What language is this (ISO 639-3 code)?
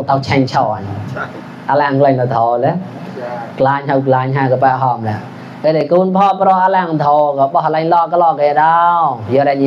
mnw